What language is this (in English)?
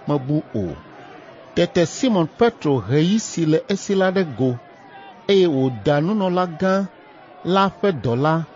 Ewe